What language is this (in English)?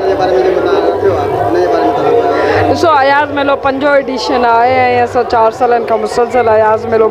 Sindhi